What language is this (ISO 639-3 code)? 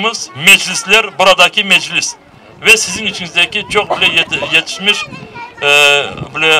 crh